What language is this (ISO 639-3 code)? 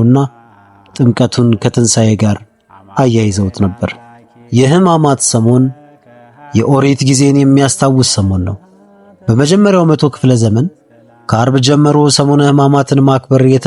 amh